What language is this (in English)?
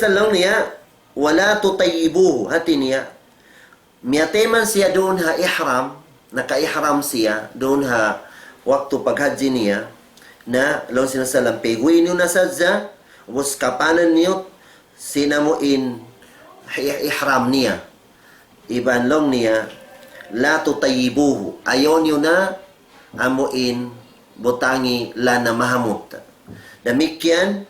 Tausug